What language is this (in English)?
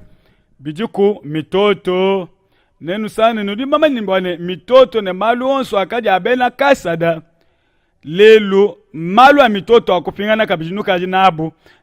Luba-Lulua